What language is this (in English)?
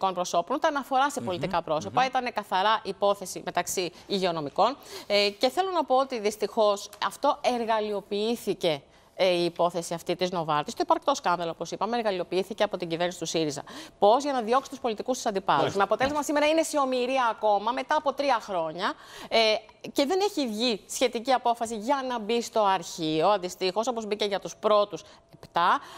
Greek